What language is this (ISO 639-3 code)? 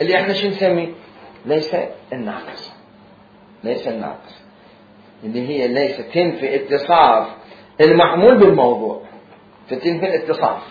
acm